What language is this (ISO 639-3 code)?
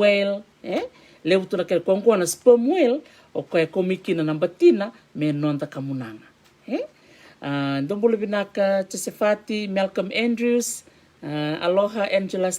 fij